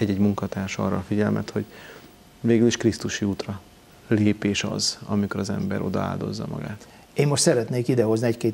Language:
Hungarian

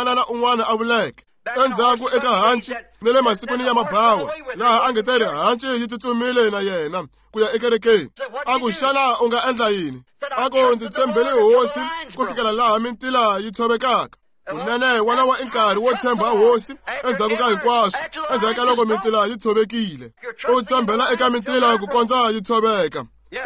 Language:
Tsonga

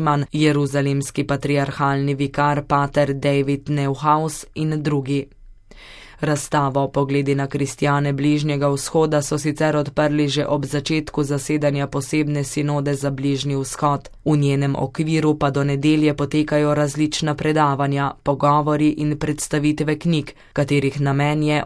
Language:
Slovenian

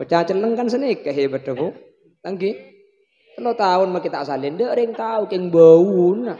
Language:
Madurese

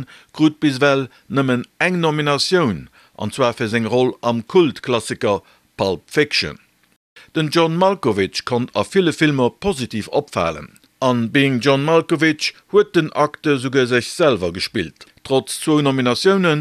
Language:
Luxembourgish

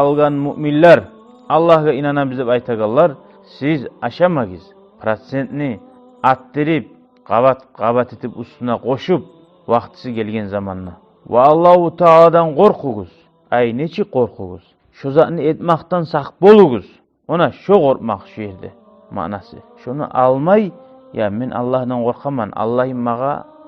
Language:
Kumyk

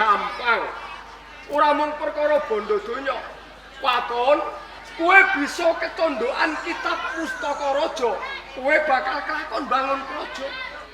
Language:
Javanese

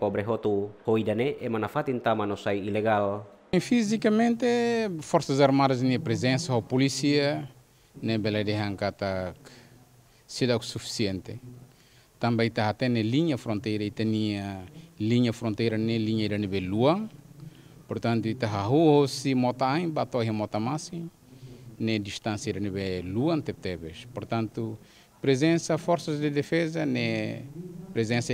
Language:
Tetum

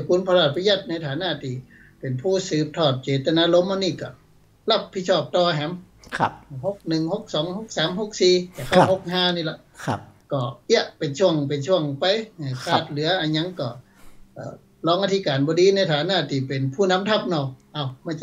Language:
Thai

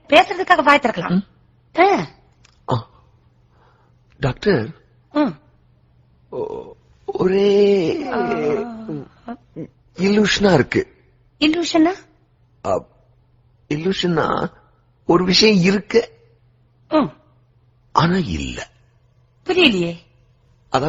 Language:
Tamil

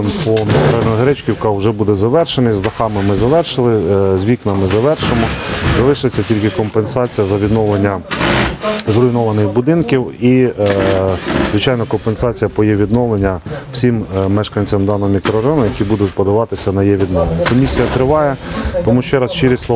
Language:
Ukrainian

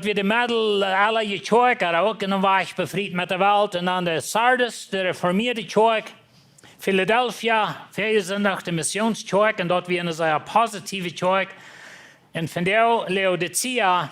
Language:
Plautdietsch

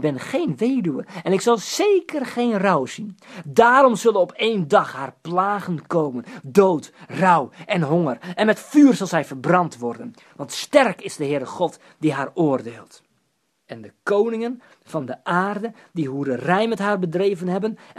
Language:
Dutch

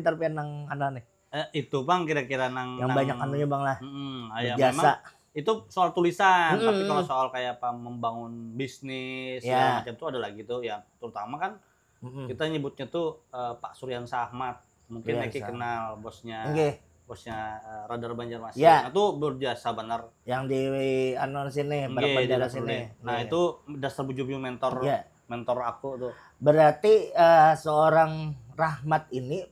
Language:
Banjar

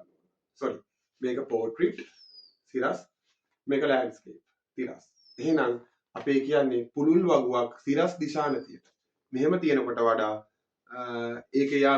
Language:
Sinhala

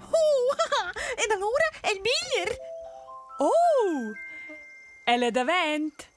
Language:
Romansh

